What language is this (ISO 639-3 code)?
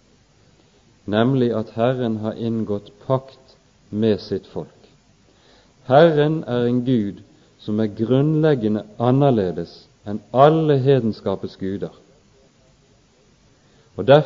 nor